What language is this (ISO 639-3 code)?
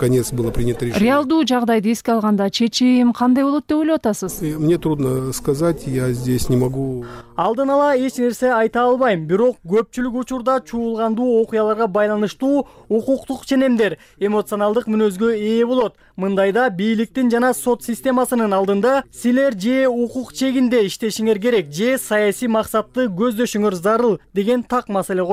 kir